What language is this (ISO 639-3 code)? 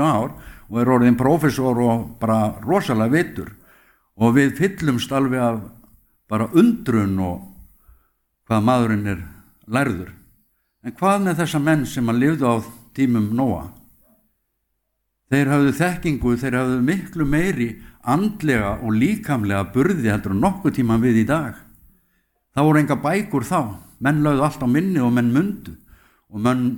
isl